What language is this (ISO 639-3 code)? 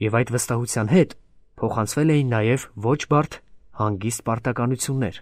hye